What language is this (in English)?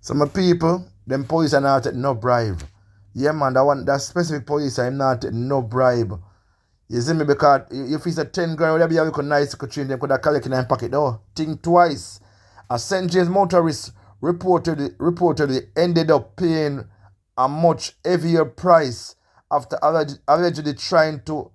Jamaican Creole English